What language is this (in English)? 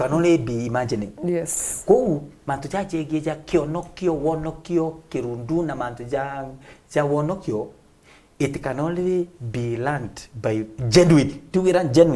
Meru